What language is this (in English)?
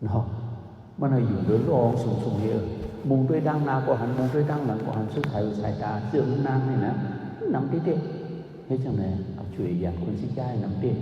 Shan